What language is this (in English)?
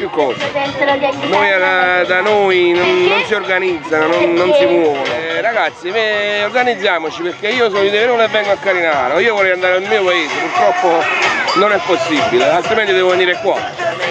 Italian